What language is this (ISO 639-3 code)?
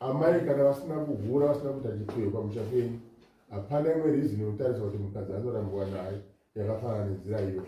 sna